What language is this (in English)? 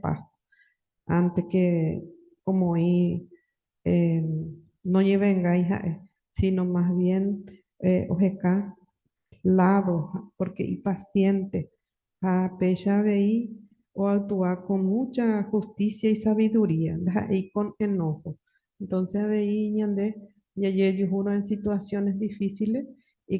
Guarani